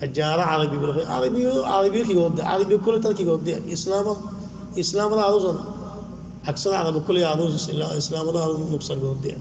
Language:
Rohingya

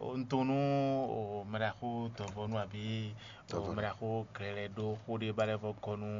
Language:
Fon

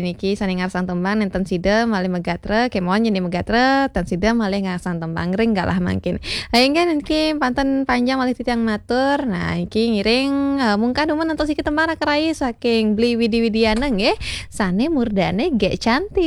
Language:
Balinese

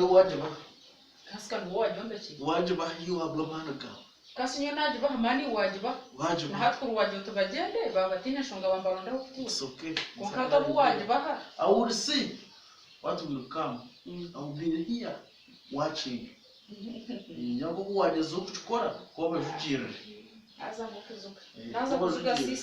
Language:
Nyankole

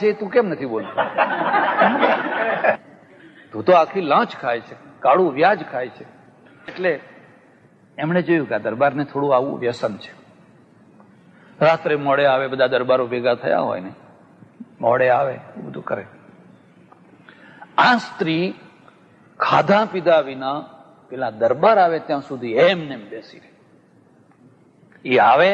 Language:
Gujarati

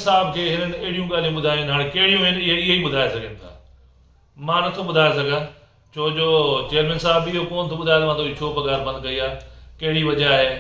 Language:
Sindhi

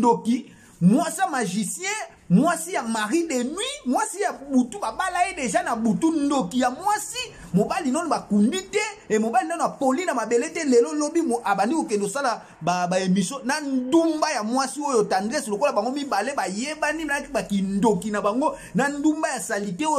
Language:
Lingala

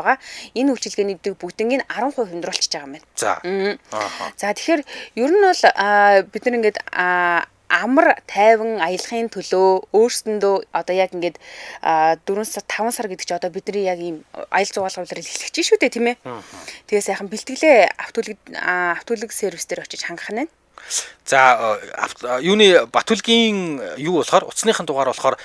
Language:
Mongolian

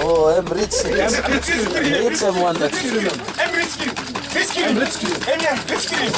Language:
Tok Pisin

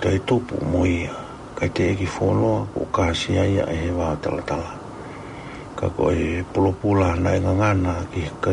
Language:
Tongan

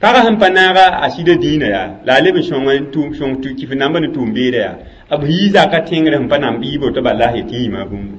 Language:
Mossi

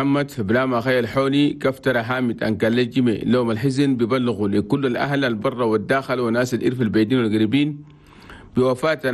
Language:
Chadian Arabic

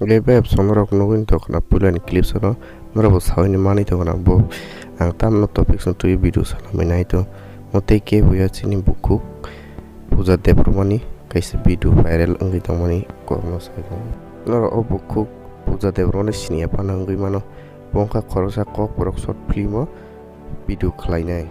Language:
Kok Borok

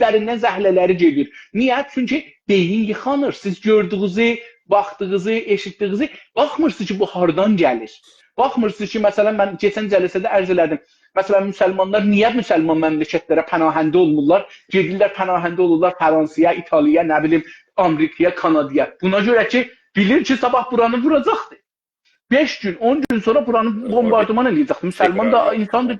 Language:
South Azerbaijani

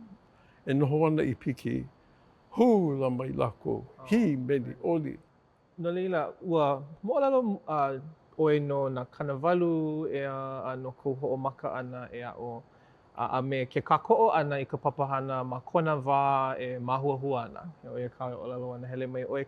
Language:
Hawaiian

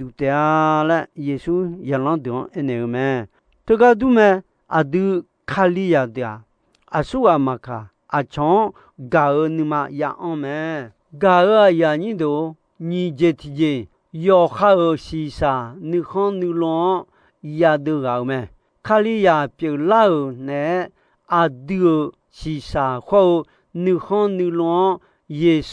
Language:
Akha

